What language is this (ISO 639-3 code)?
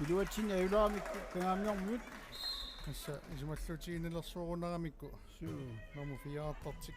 kal